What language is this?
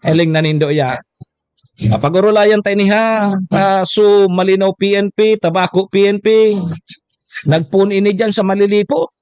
Bikol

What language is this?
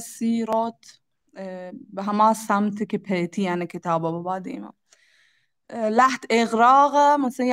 Baluchi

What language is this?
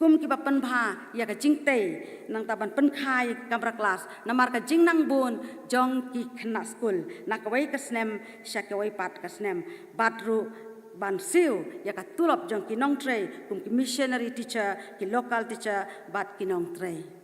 Khasi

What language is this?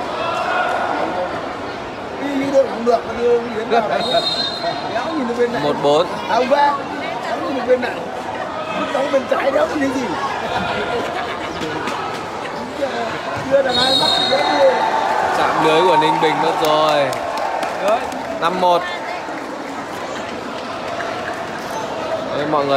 Vietnamese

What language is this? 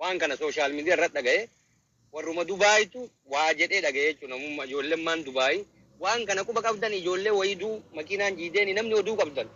Oromo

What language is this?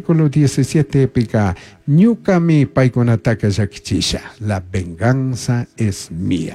Chimborazo Highland Quichua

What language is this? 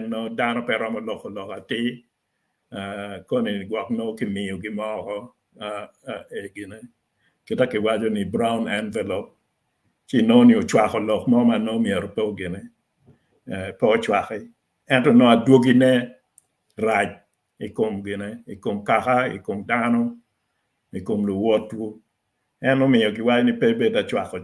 Acoli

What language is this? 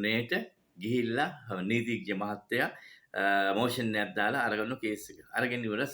Sinhala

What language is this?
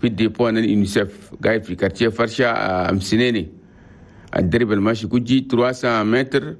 Chadian Arabic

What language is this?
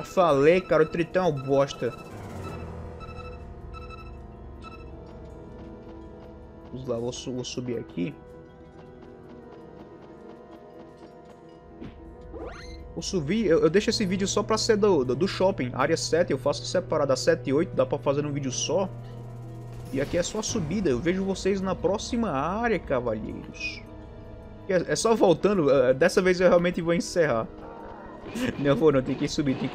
Portuguese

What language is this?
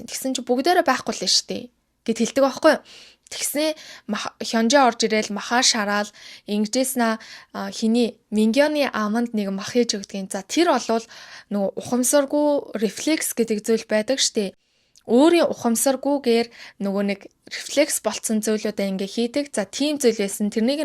Mongolian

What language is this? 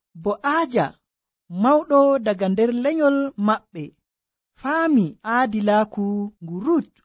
Nigerian Fulfulde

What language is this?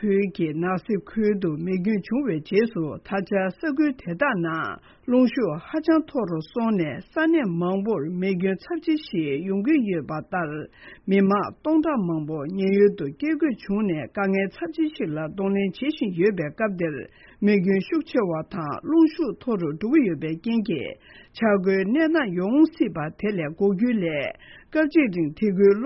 Tibetan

